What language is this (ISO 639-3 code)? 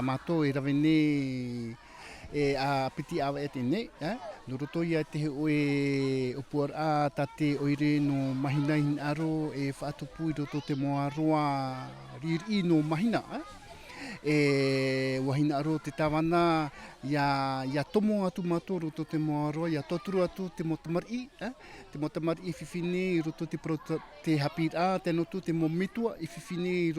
tah